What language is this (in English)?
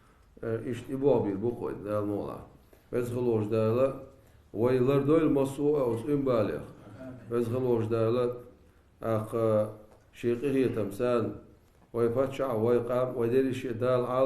Chechen